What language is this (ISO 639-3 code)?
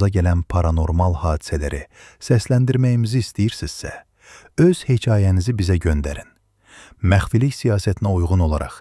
aze